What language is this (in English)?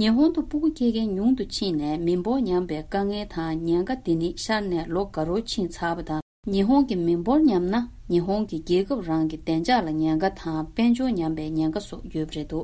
Tibetan